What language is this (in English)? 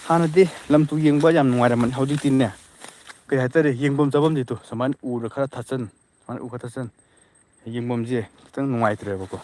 Manipuri